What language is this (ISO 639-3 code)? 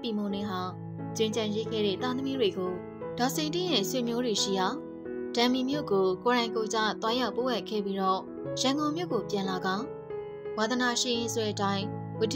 mya